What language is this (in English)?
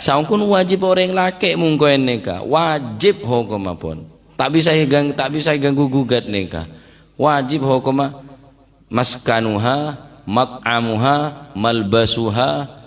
Madurese